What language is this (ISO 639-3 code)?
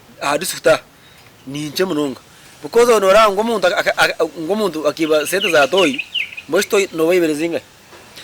nyn